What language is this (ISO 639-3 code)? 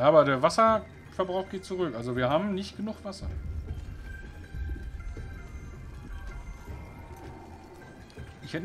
deu